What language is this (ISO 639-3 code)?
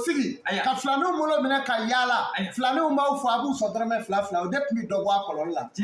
bam